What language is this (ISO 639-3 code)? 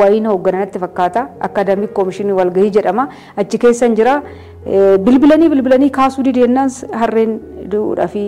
orm